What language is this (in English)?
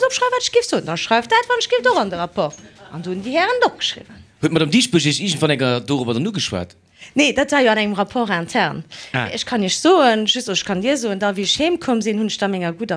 Luxembourgish